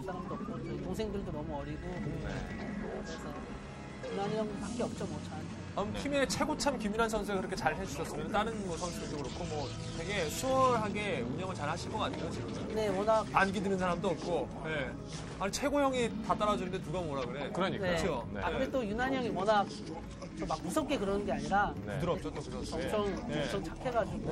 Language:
Korean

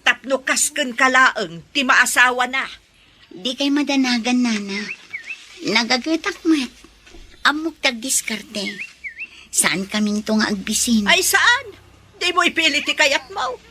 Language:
Iloko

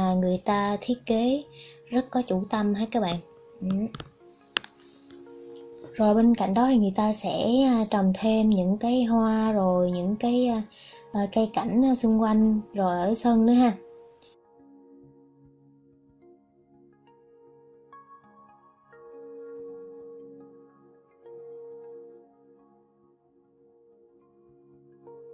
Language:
Vietnamese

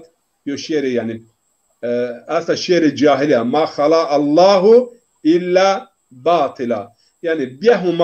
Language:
Zaza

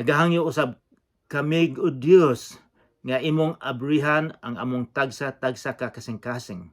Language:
Cebuano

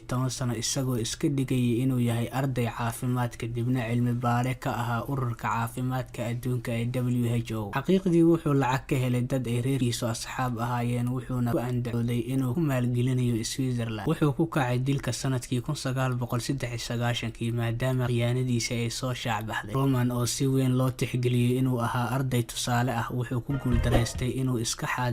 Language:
Somali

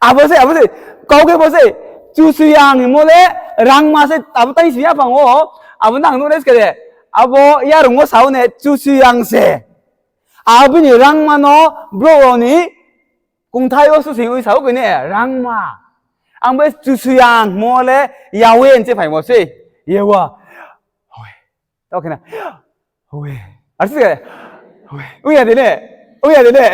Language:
Riang (India)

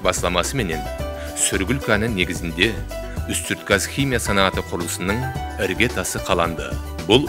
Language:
Kara-Kalpak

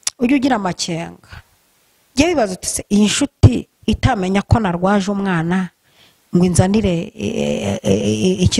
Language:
Kinyarwanda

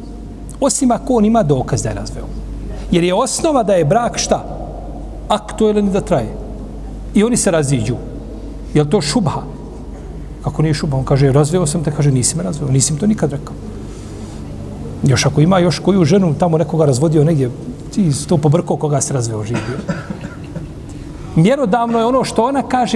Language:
Bosnian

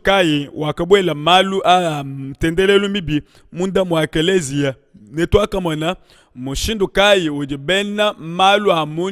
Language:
Luba-Lulua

